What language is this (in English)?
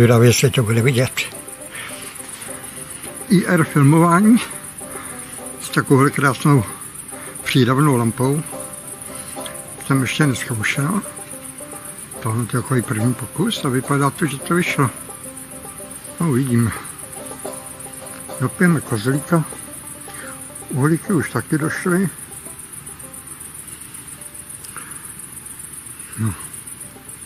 Czech